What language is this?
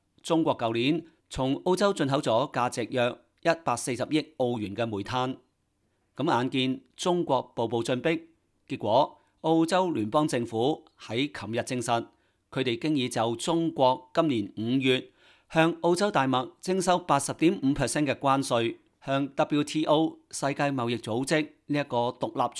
Cantonese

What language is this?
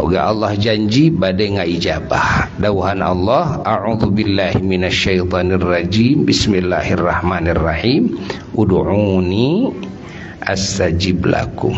Sundanese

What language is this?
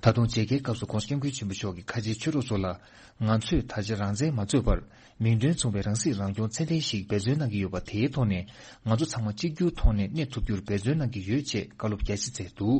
Tibetan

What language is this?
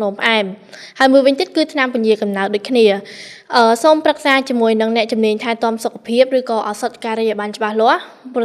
Khmer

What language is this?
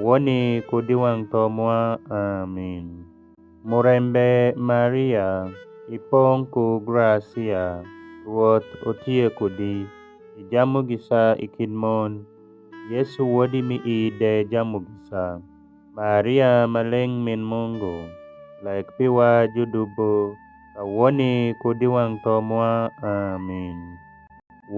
Alur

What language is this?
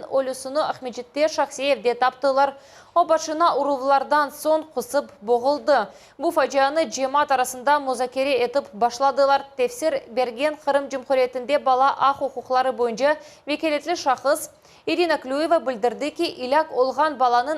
Crimean Tatar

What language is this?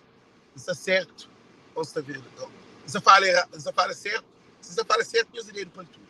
Kabuverdianu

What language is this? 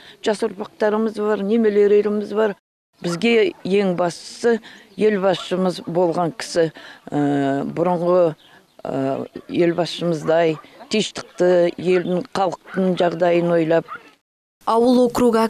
Kazakh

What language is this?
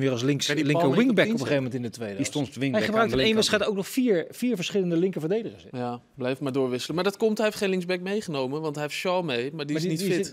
Dutch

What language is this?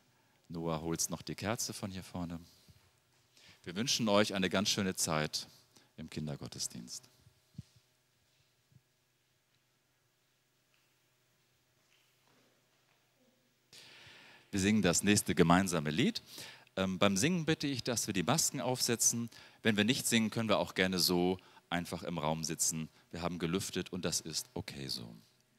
German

